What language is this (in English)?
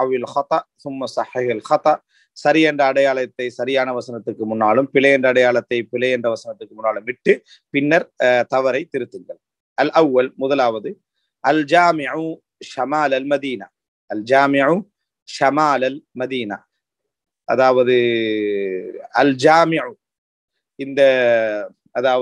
Tamil